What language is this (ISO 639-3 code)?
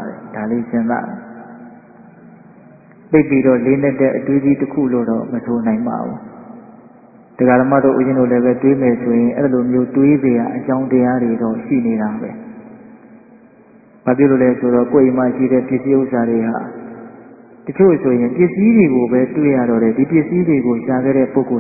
mya